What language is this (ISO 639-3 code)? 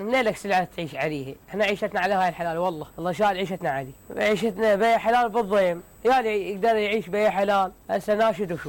acm